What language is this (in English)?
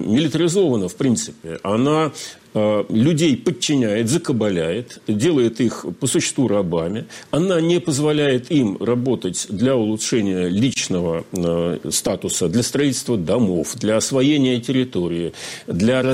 Russian